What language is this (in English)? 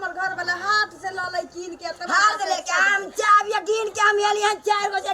Maithili